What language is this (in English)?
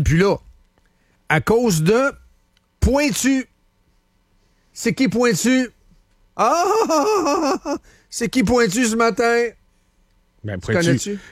French